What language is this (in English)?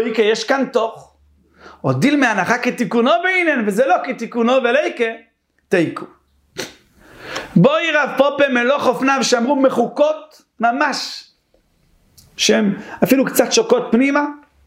Hebrew